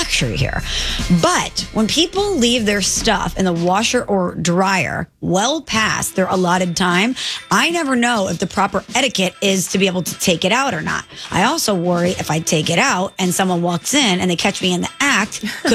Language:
English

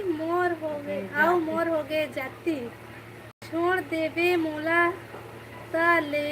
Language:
Chhattisgarhi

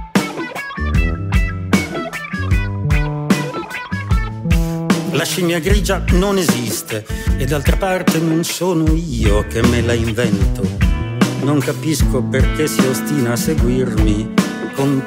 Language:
Italian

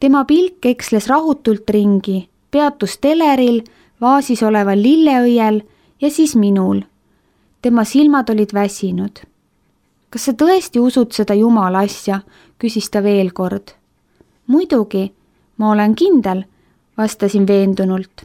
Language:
Estonian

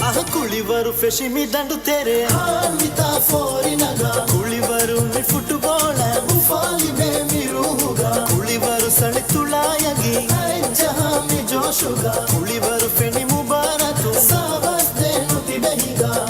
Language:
Divehi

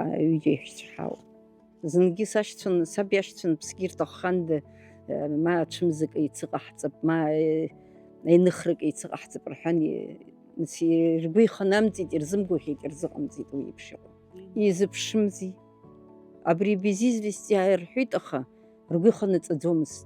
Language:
Abkhazian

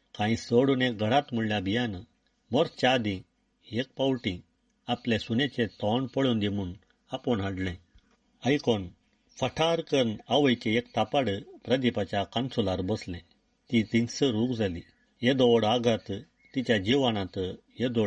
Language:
Konkani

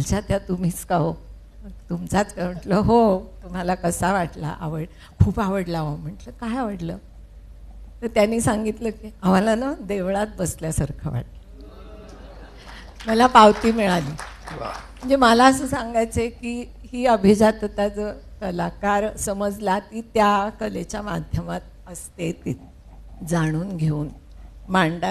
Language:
Marathi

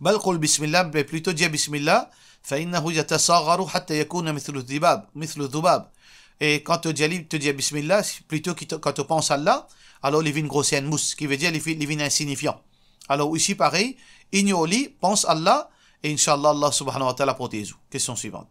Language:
Morisyen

